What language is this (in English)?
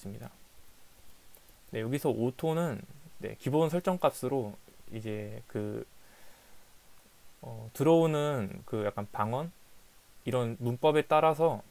Korean